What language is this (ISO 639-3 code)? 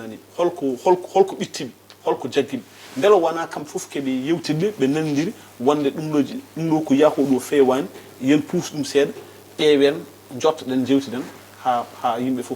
ful